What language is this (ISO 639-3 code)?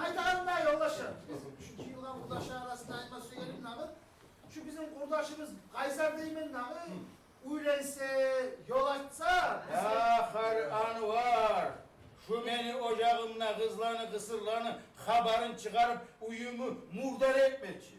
kum